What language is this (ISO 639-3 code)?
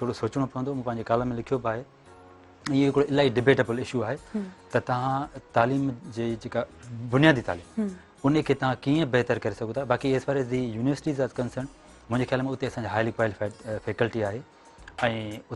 snd